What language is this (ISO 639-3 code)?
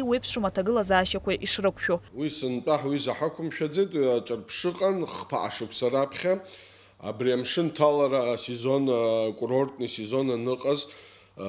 abk